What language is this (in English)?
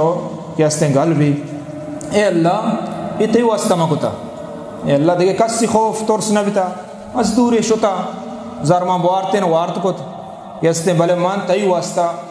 Eastern Balochi